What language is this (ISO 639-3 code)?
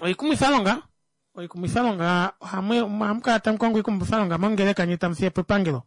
kua